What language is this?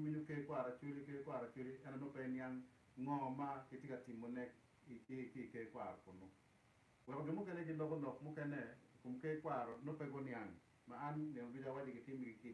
Acoli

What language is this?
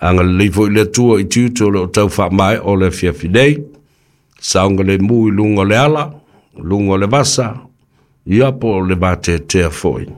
Samoan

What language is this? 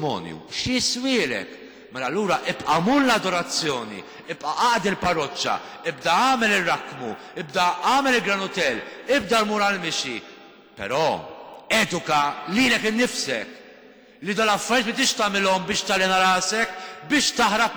Maltese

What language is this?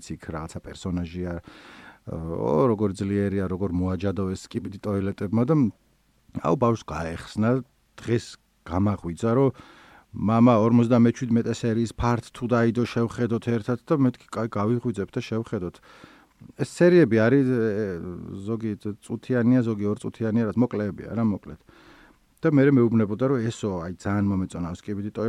Georgian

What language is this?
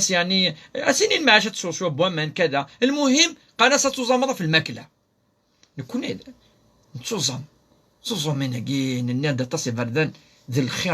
Kabyle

